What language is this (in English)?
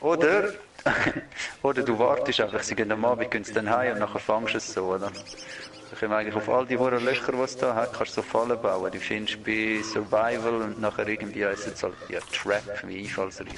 Swiss German